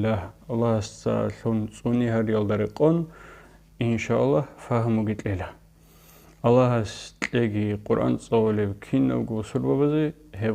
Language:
Avaric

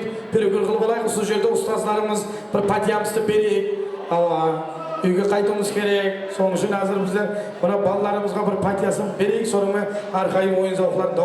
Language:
Kara-Kalpak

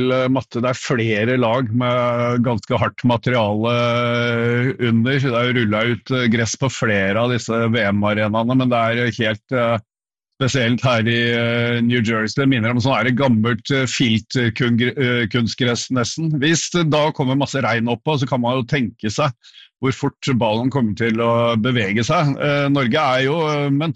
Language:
Norwegian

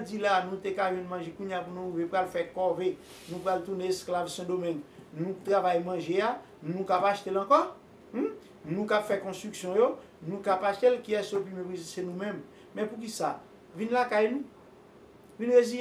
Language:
Haitian Creole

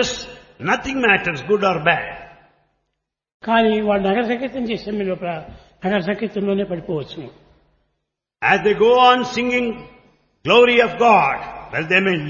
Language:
Telugu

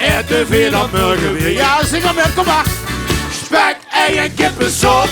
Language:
Limburgish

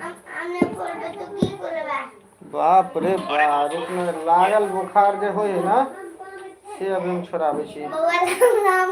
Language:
Maithili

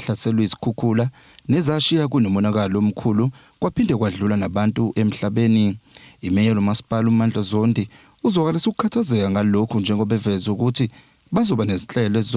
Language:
Zulu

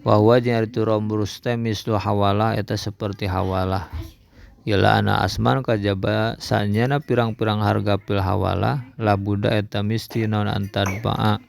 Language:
Sundanese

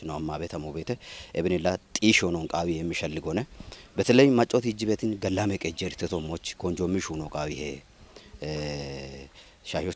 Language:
Kafa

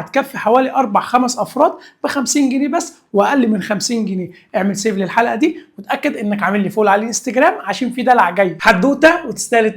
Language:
Egyptian Arabic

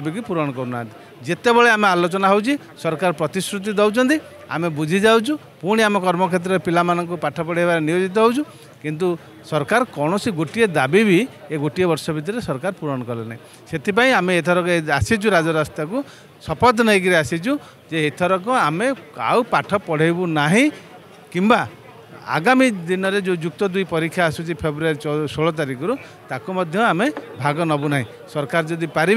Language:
Odia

